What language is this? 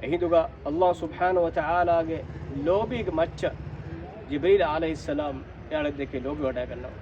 Divehi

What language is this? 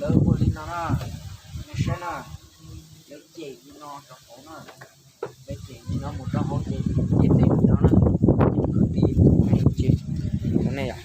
Hmong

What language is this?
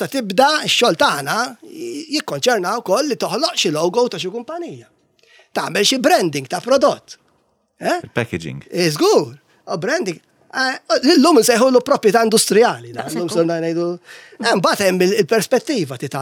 Maltese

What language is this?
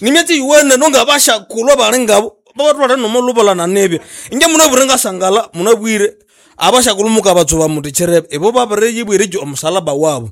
Nande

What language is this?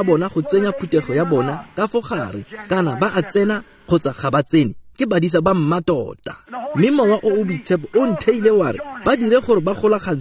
Tswana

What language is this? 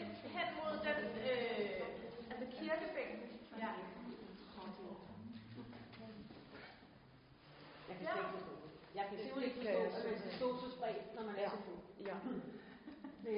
Danish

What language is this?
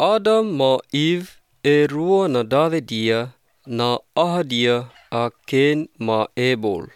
Basque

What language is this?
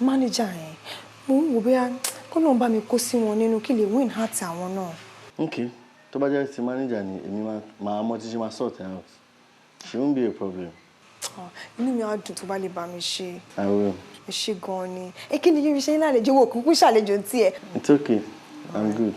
Yoruba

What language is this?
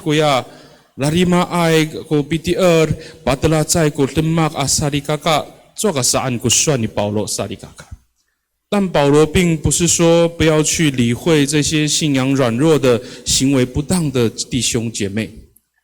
Amis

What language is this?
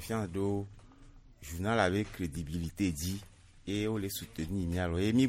Gen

